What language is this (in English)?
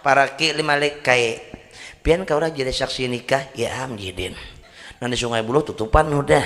Banjar